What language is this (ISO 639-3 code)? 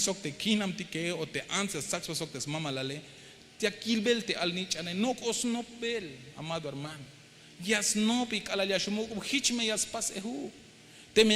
tzh